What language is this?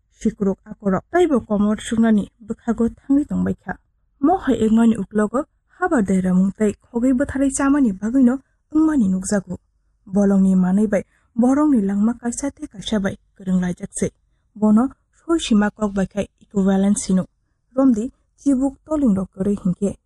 Kok Borok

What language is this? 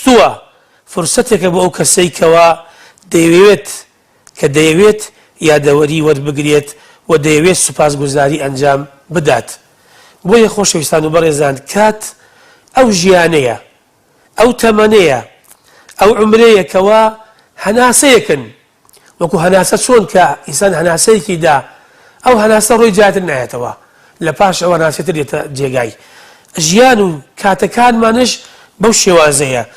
Central Kurdish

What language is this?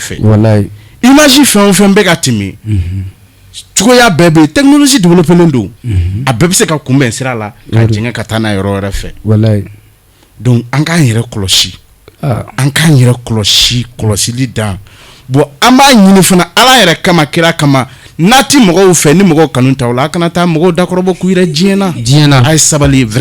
Bambara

